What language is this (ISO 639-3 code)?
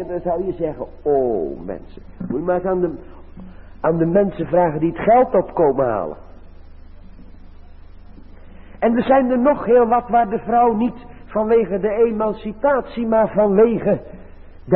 nld